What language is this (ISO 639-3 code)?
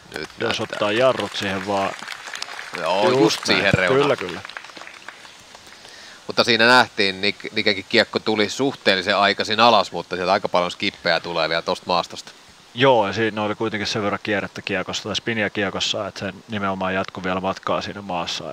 fin